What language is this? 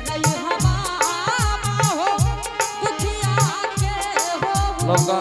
Angika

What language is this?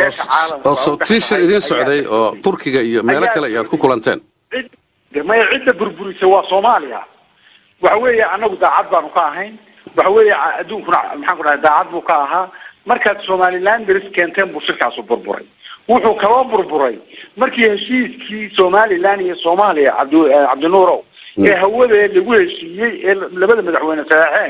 Somali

